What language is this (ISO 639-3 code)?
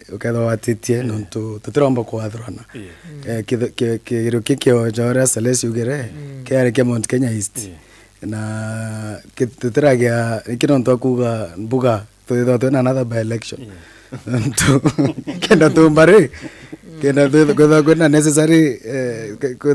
mer